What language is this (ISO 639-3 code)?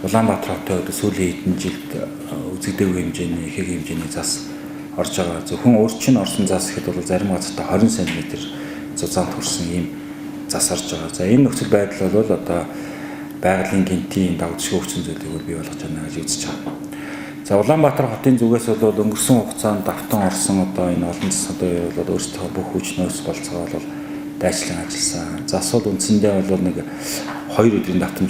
mon